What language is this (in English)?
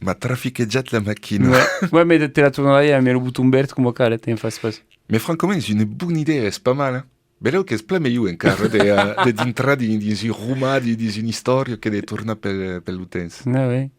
Occitan